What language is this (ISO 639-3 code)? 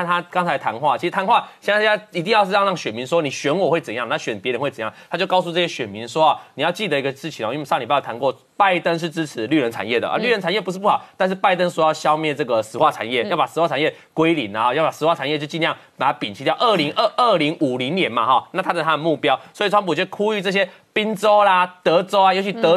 zho